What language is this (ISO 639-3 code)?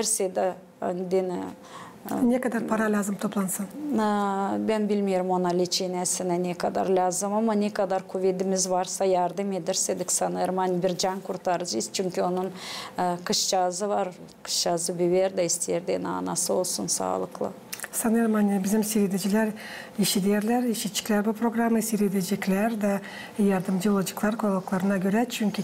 gag